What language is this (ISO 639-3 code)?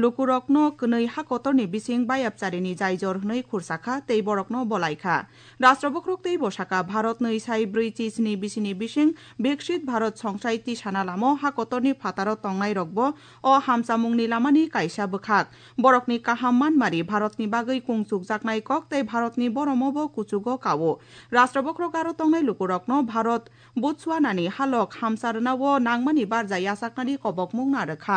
trp